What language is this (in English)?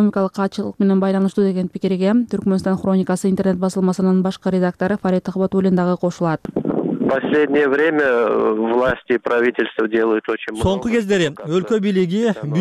Kyrgyz